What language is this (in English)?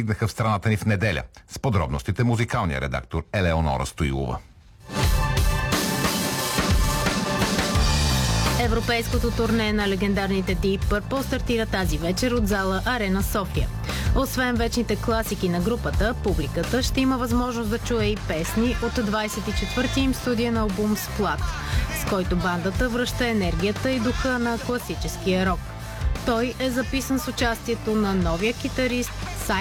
Bulgarian